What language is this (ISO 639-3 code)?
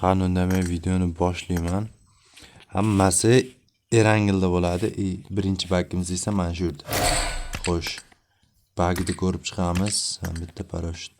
uzb